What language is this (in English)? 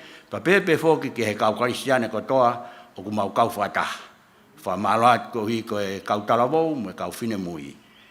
Tongan